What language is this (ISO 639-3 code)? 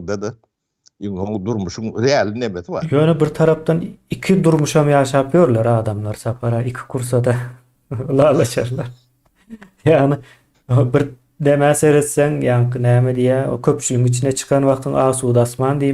tuk